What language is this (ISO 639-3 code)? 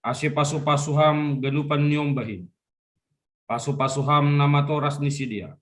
bts